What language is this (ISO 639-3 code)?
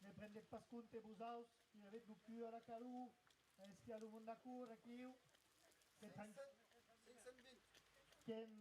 oci